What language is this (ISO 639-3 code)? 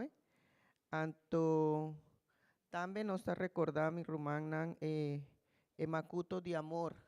pap